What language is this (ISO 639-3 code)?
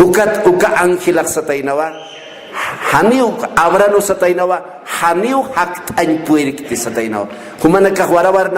aym